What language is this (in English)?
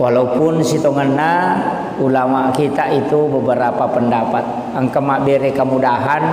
Buginese